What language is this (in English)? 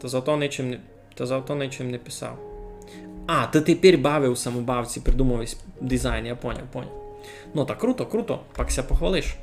Rusyn